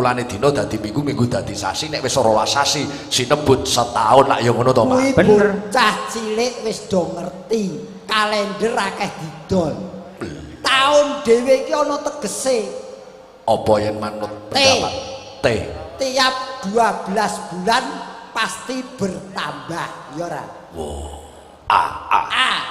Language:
Javanese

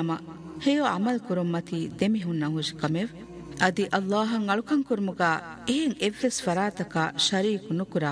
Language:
Divehi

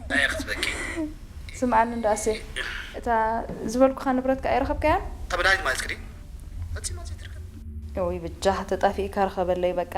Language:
Tigrinya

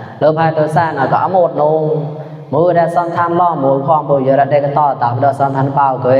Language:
Mon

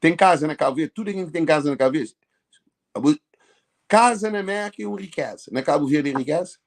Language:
Kabuverdianu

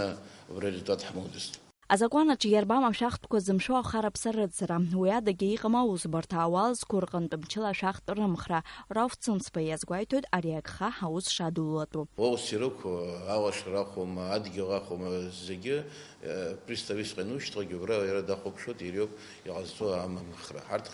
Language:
Abkhazian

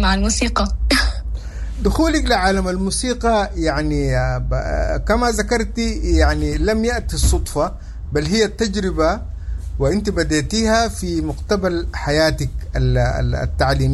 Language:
Sudanese Arabic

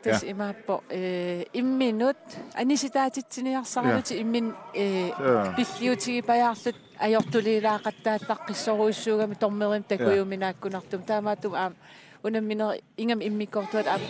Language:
Kalaallisut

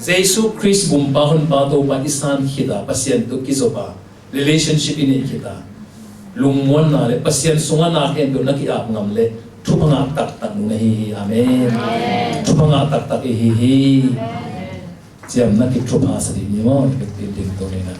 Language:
Tedim Chin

